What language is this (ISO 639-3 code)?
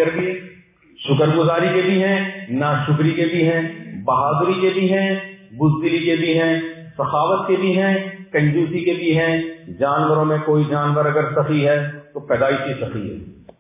urd